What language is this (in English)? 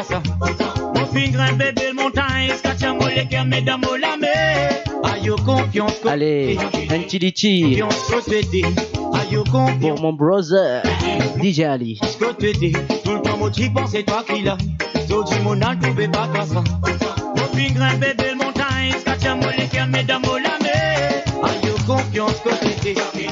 Morisyen